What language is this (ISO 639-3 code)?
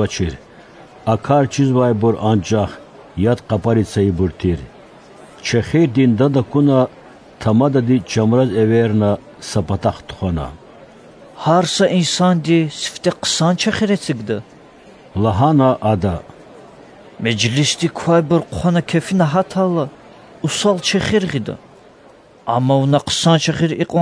lez